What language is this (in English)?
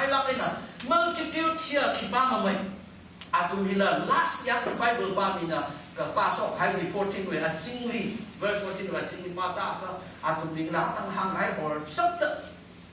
Tangkhul Naga (India)